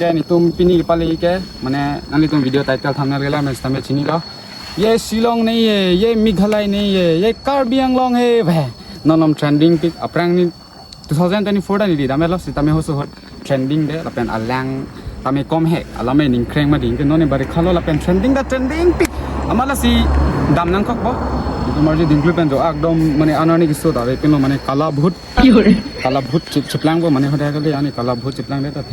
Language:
Karbi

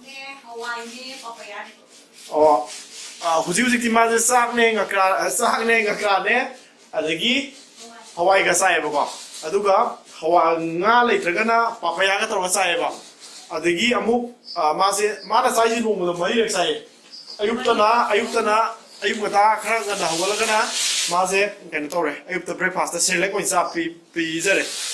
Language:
Manipuri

